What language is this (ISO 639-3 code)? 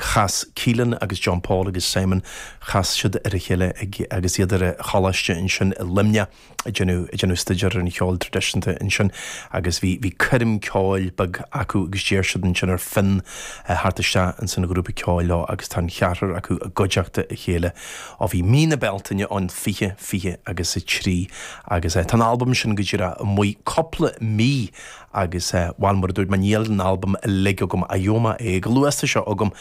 gle